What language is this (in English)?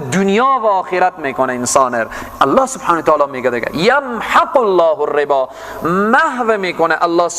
Persian